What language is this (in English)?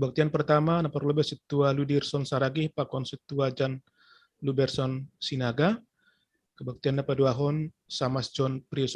Batak Simalungun